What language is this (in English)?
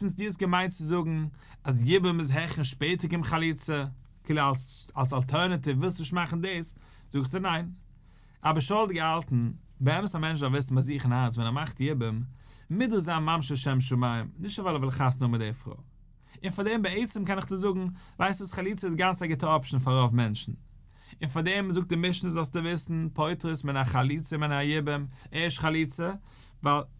Yiddish